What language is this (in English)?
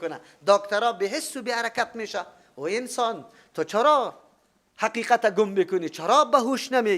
Persian